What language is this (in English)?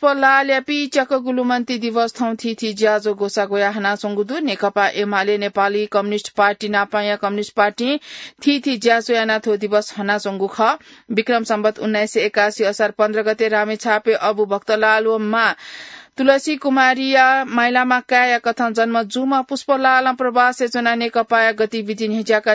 Newari